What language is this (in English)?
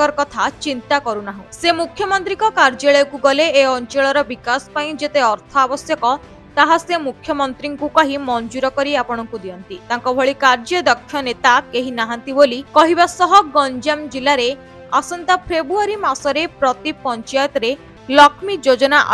Odia